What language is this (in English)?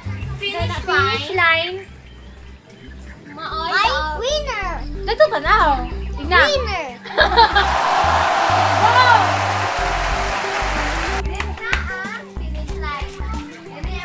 Cebuano